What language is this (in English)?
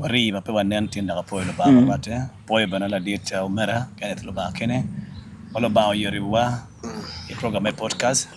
Acoli